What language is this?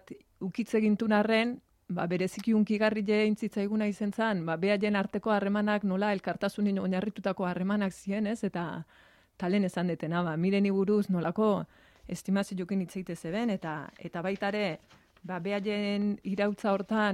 Basque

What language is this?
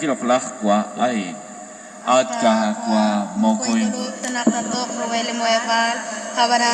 Kekchí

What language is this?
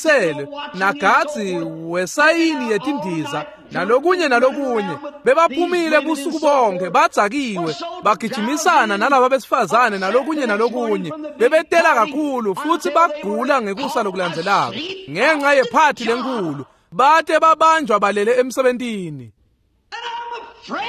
Swati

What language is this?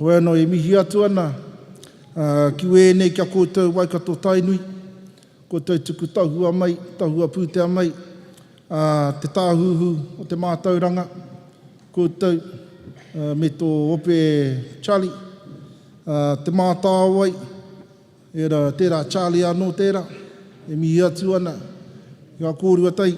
Māori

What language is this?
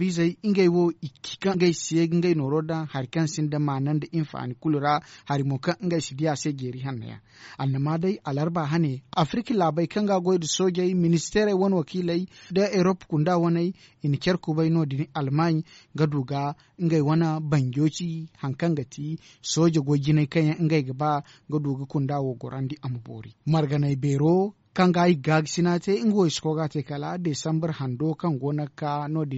Zarma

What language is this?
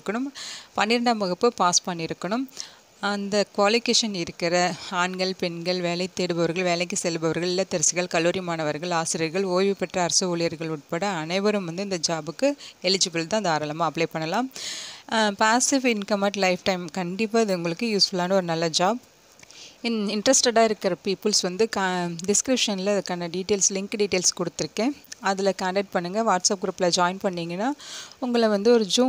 Tamil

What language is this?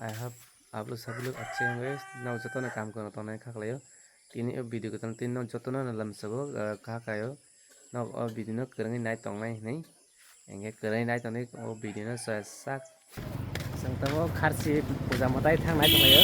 Kok Borok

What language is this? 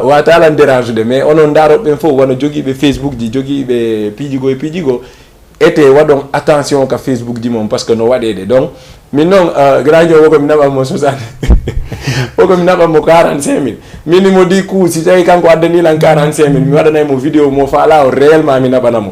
Fula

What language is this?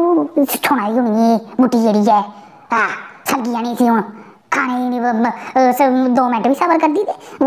Dogri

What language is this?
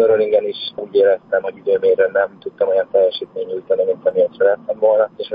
Hungarian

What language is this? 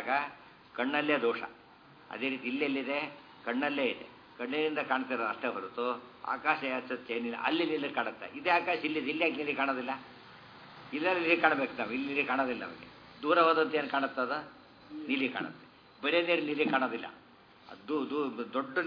Kannada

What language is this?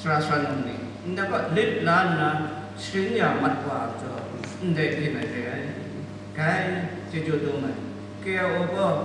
Kachin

